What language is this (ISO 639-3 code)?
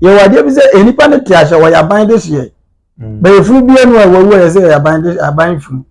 aka